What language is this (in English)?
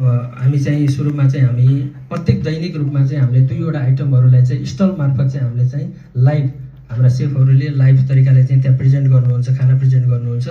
Nepali